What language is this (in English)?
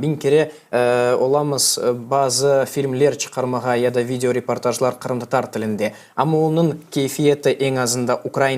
Crimean Tatar